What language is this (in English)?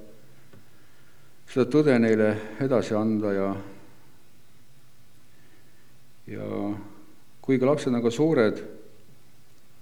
Estonian